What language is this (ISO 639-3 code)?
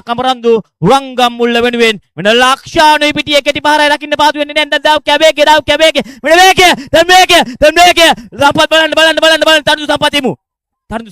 sin